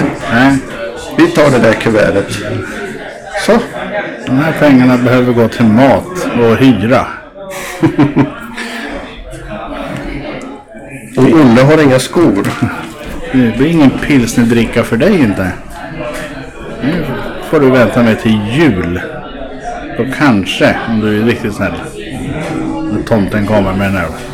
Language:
Swedish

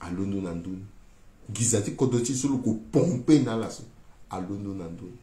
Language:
Sango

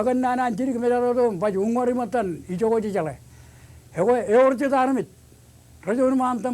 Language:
Marshallese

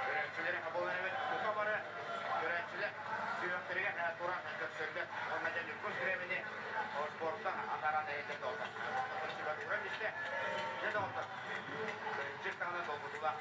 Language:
Yakut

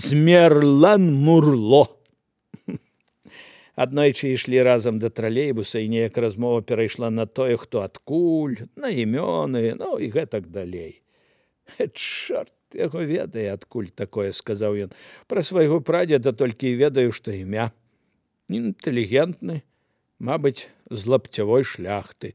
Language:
Belarusian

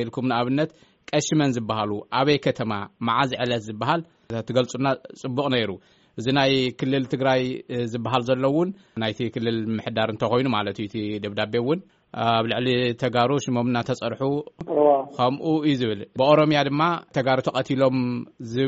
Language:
Tigrinya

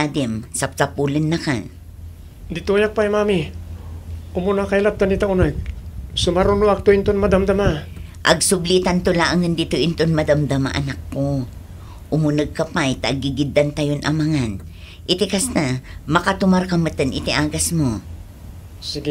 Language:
Iloko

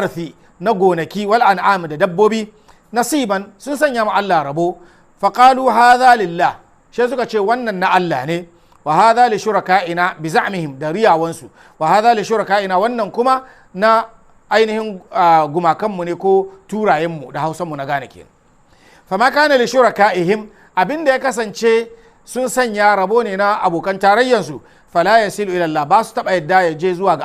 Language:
Hausa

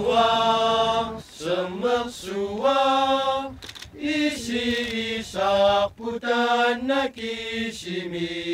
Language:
Kalaallisut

